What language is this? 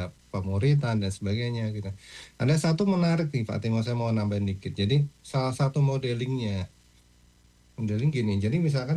Indonesian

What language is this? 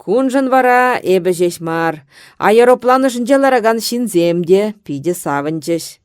Chuvash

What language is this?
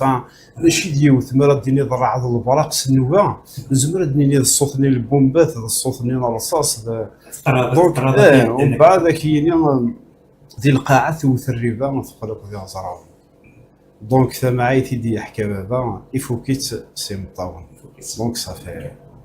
Kabyle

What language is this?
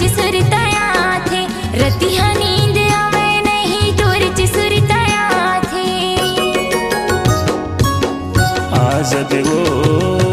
Chhattisgarhi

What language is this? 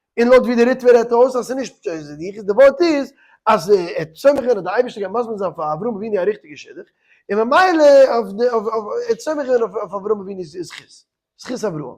Yiddish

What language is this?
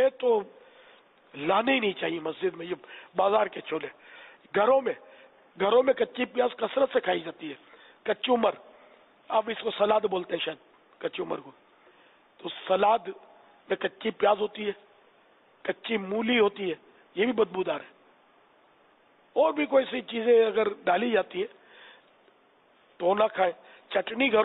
Urdu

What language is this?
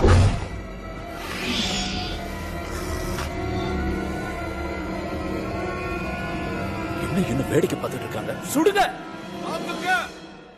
Tamil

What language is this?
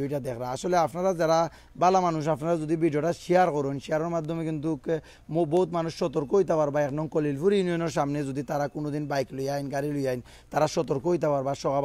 Sylheti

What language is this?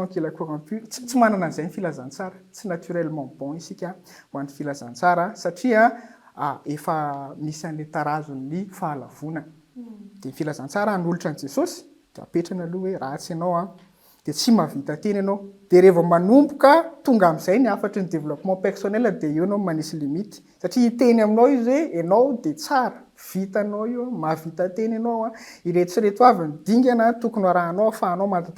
Malagasy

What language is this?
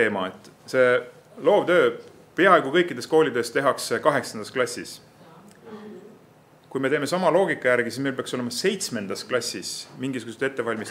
Estonian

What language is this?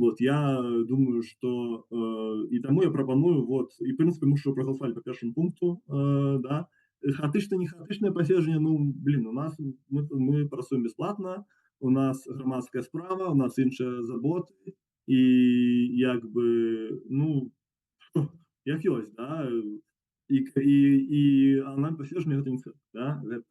Belarusian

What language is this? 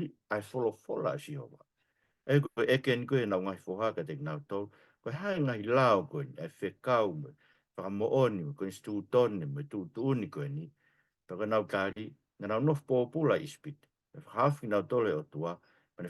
Tongan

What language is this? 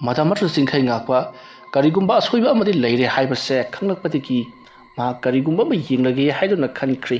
Manipuri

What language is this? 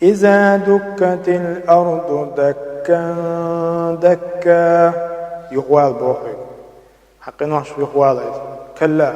Chechen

